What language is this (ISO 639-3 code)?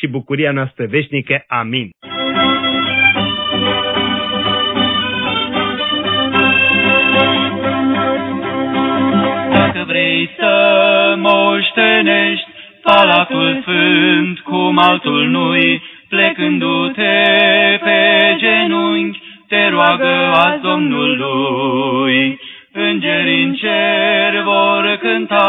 ron